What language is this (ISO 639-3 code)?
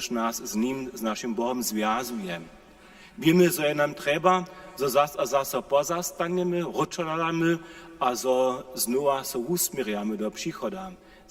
hsb